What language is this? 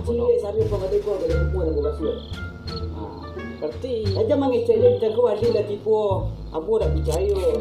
Minangkabau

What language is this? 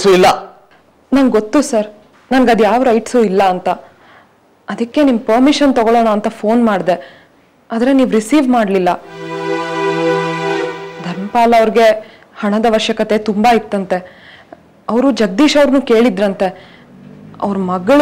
Kannada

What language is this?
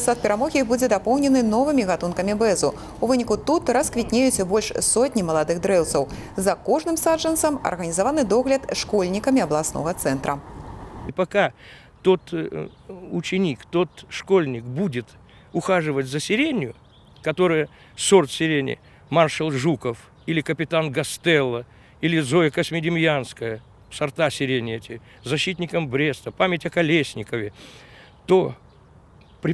Belarusian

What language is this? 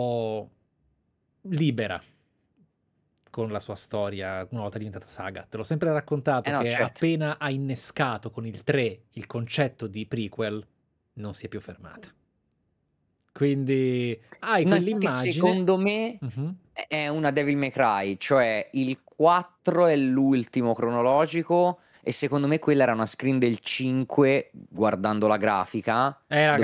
Italian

